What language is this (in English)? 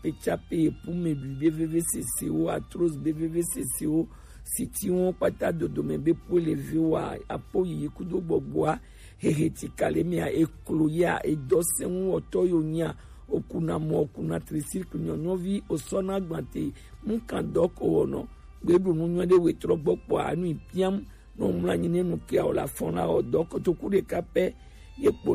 Gen